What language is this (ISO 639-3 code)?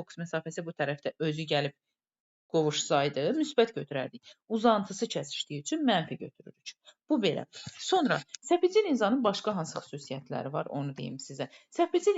aze